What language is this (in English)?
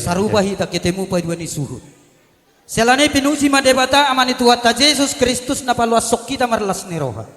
Batak Toba